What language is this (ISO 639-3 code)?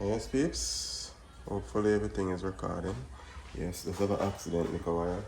jam